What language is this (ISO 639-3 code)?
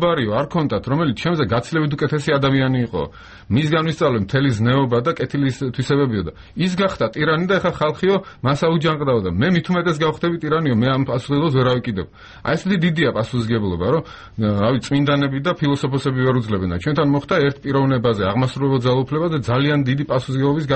kat